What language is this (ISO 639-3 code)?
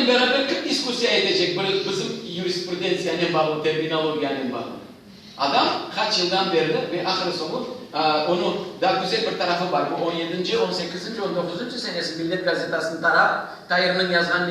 crh